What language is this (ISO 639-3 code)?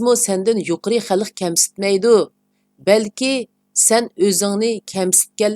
uig